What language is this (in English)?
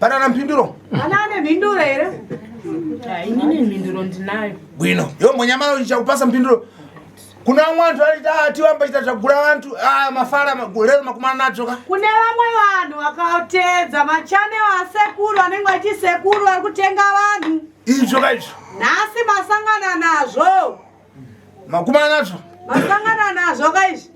Shona